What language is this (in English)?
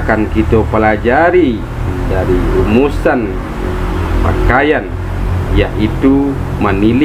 Minangkabau